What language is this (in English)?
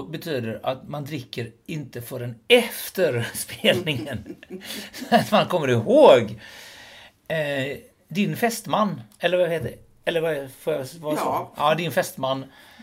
Swedish